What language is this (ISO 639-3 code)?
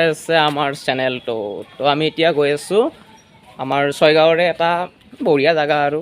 asm